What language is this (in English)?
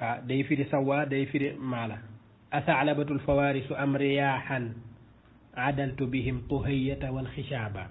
Wolof